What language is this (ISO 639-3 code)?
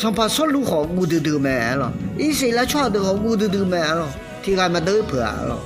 ahk